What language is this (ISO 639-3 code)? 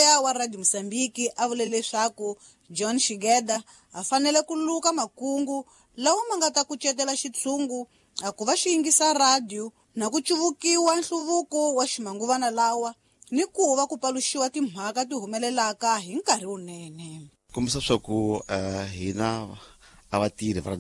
tso